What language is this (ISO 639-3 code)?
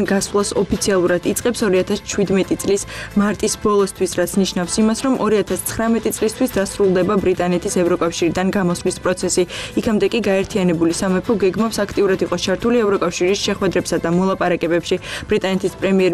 kat